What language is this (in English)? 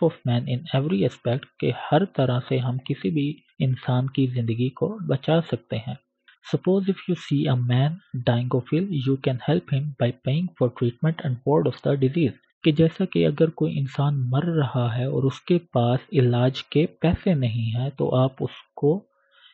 Urdu